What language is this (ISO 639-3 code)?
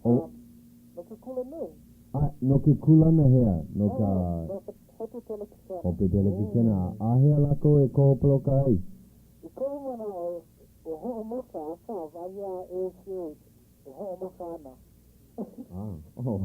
haw